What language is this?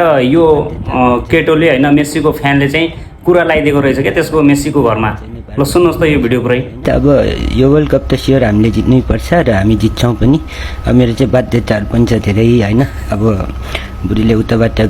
Nepali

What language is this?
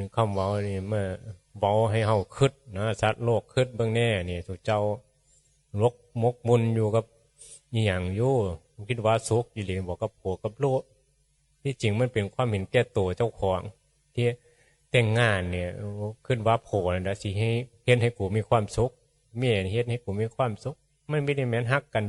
Northeastern Thai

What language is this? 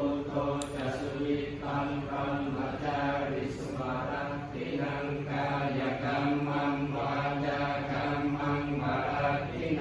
Pali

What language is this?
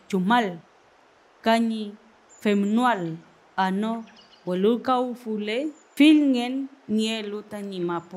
Mapuche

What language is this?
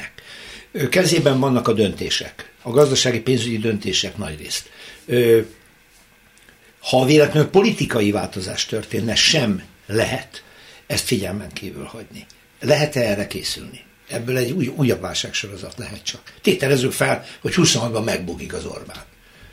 Hungarian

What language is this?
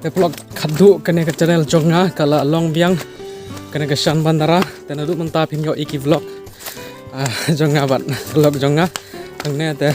Khasi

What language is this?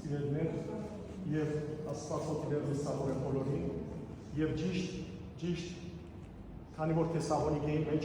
Western Armenian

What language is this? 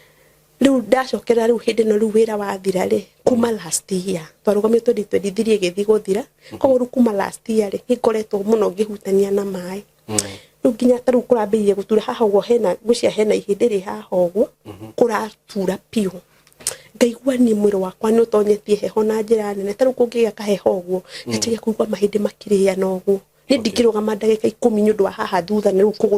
Kikuyu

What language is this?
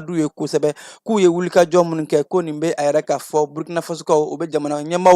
Bambara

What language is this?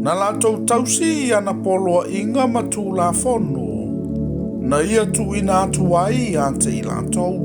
Samoan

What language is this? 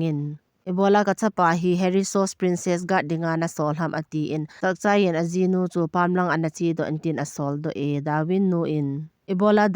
Thado Chin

